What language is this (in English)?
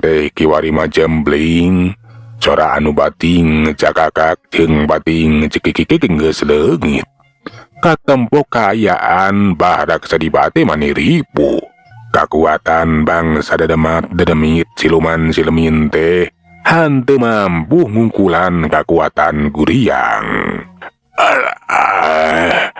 Sundanese